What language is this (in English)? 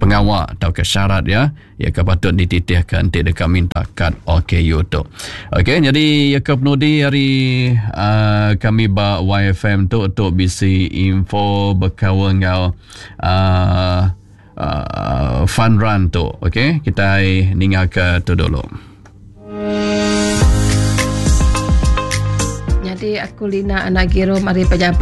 Iban